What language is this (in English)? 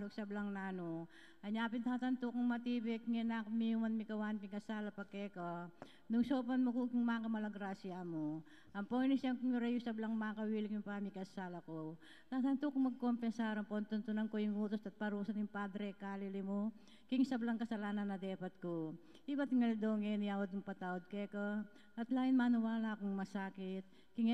Pampanga